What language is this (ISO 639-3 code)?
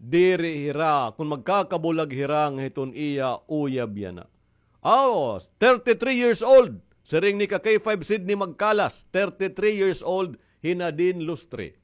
war